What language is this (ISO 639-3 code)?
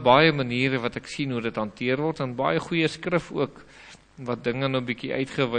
afr